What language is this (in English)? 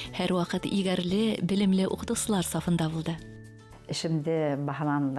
Bashkir